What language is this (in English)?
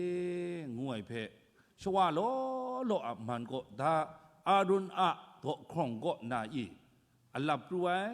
Kachin